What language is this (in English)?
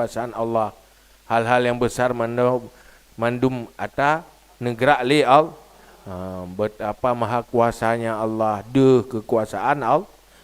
Achinese